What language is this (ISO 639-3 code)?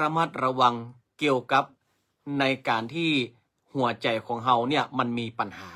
nod